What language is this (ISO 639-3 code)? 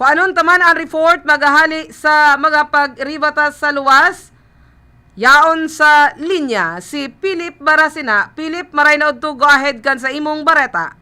bik